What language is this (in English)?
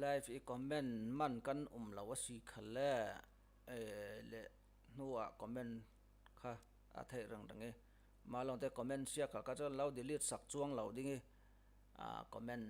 Falam Chin